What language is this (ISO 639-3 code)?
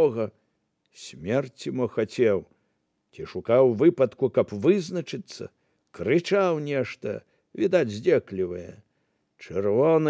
bel